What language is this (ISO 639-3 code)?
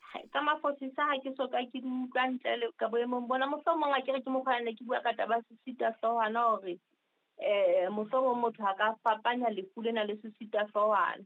sot